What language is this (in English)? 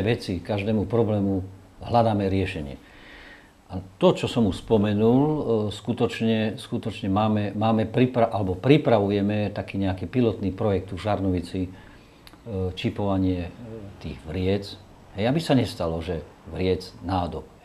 Slovak